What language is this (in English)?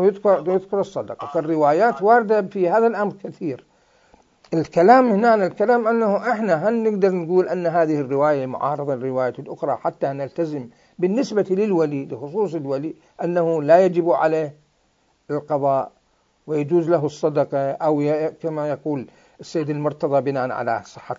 Mesopotamian Arabic